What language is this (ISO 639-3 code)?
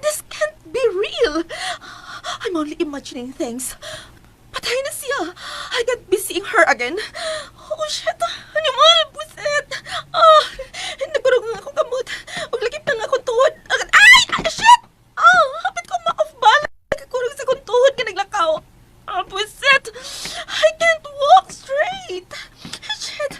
ceb